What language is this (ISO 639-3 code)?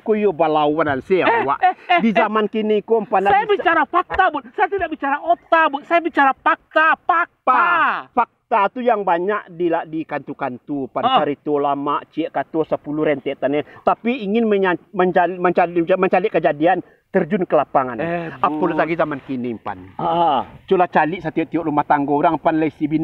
min